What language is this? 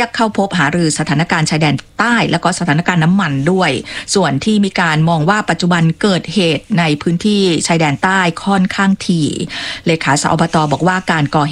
Thai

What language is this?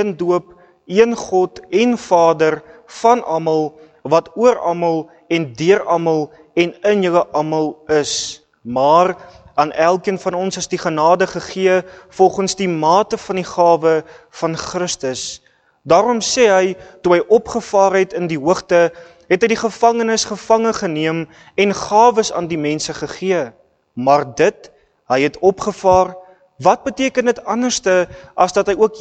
Afrikaans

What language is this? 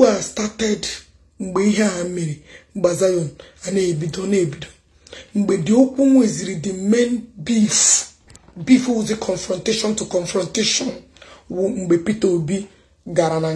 Igbo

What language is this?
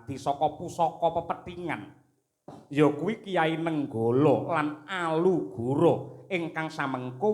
Javanese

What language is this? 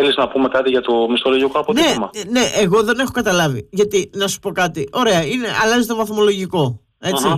Greek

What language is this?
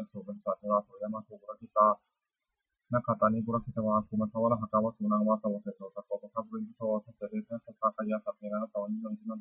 Pali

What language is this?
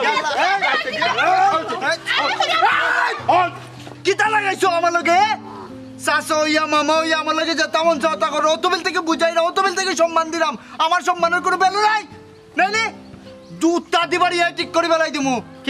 Sylheti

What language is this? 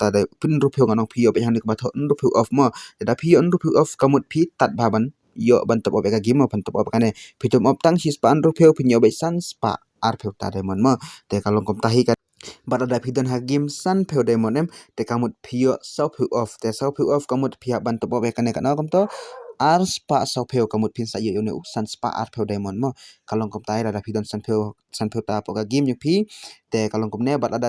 Khasi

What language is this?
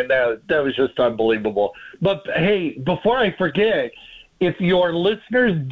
English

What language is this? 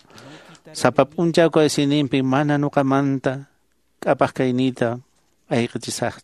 Quechua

